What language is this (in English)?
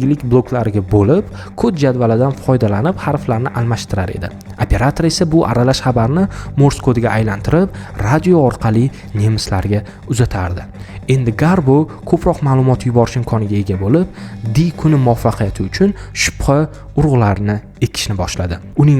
Uzbek